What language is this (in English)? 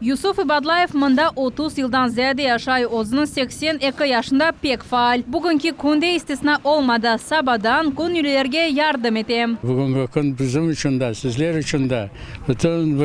Crimean Tatar